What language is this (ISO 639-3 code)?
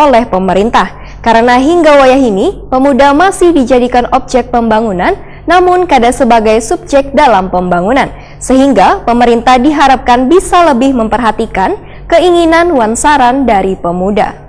bjn